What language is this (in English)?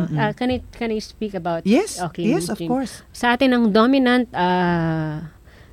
Filipino